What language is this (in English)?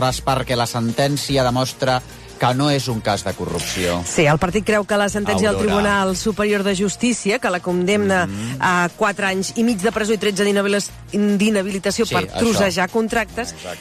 Catalan